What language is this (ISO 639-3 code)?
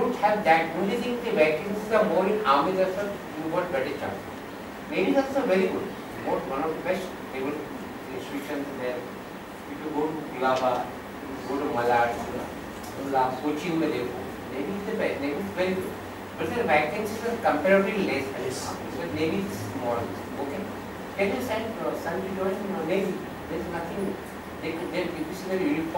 eng